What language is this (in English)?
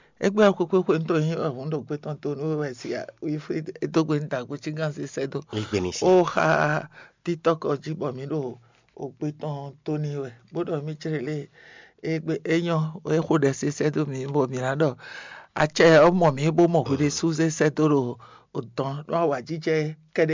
Fon